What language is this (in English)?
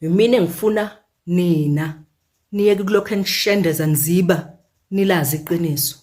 Zulu